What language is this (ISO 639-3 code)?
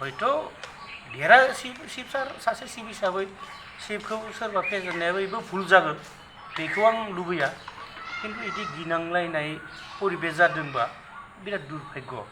brx